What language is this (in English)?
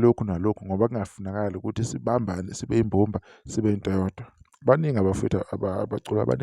Zulu